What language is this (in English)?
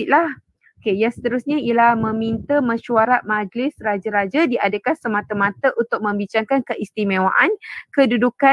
Malay